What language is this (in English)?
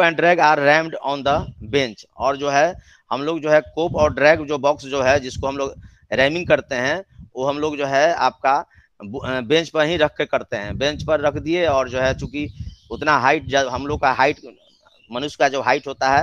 Hindi